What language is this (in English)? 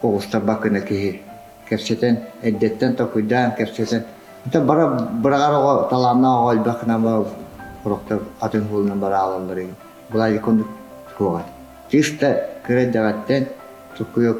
Yakut